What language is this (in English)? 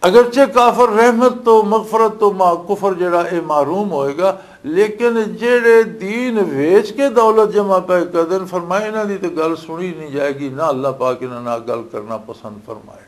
Western Panjabi